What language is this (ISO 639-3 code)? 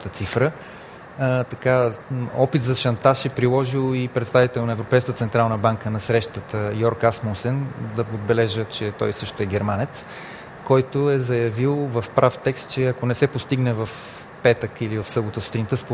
bul